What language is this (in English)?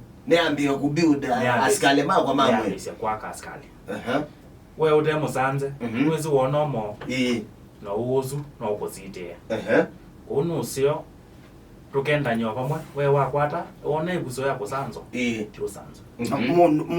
Kamba